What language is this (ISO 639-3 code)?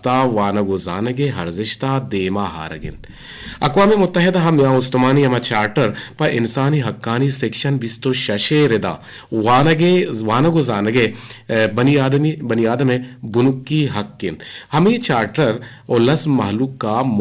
bgp